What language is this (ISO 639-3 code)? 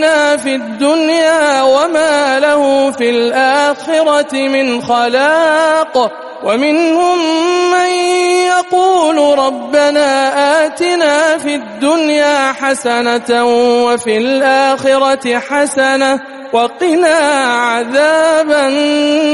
ara